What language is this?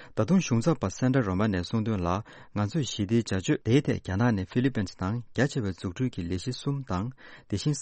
Tibetan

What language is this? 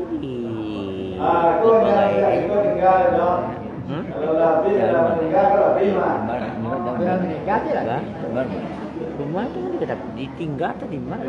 Minangkabau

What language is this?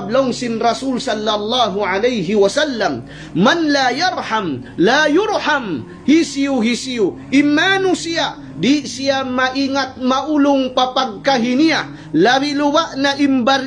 Tausug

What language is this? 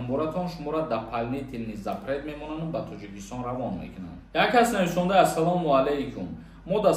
Tajik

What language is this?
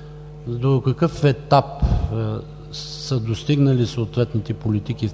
Bulgarian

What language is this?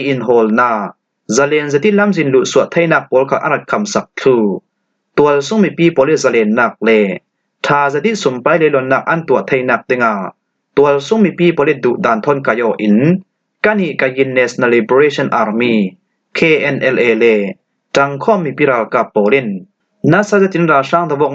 Falam Chin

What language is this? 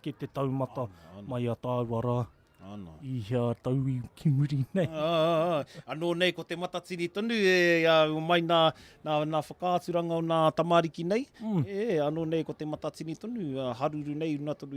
Māori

